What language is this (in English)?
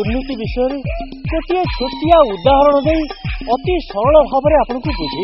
Odia